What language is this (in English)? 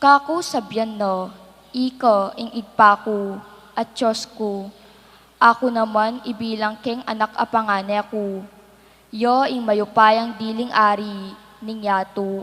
Pampanga